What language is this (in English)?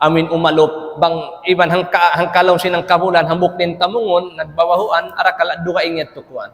Tausug